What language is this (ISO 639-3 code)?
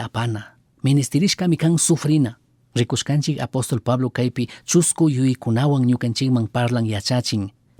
qug